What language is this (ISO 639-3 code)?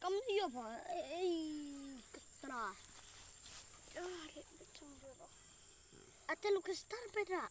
kha